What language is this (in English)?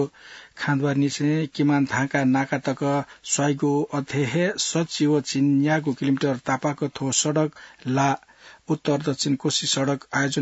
Newari